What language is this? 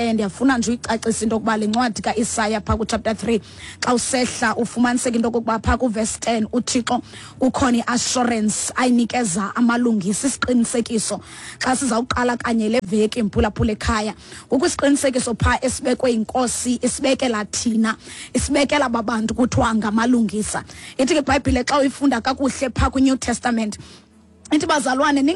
Xhosa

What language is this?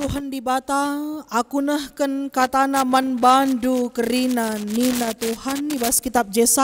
Batak Karo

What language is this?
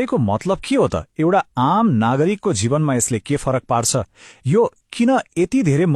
Nepali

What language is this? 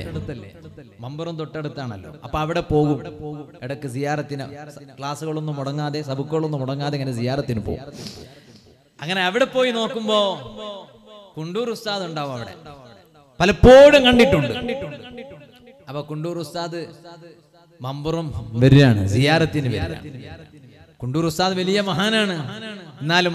Malayalam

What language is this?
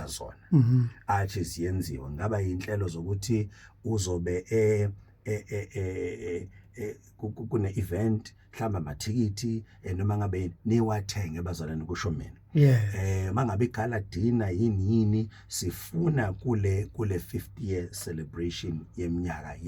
Zulu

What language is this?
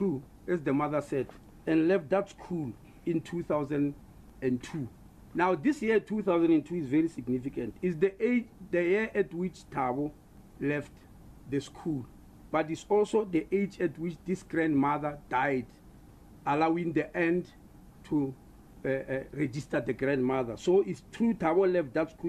English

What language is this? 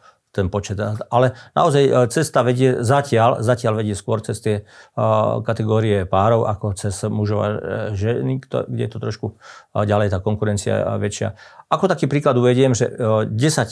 Slovak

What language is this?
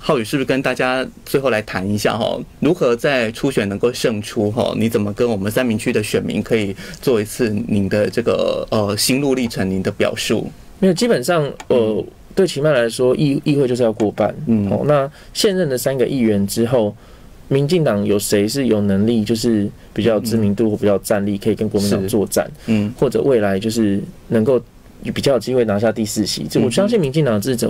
Chinese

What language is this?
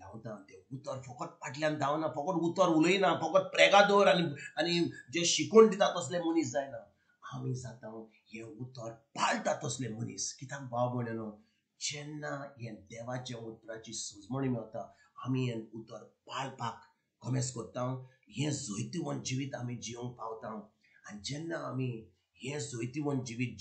Konkani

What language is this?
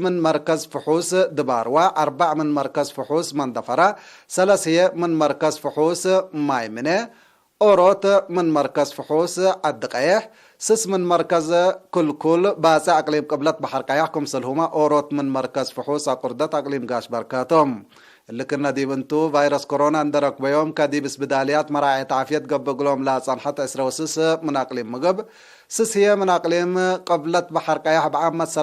Tigre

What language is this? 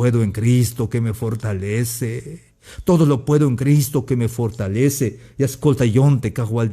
Tzeltal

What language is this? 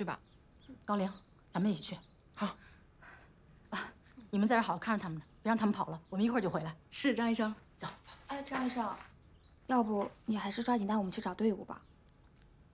Chinese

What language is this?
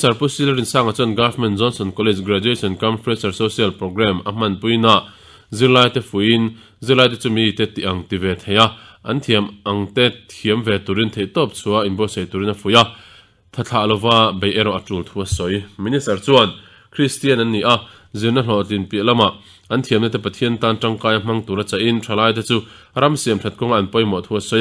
Mizo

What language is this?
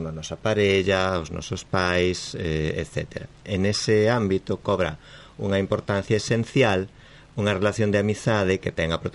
Galician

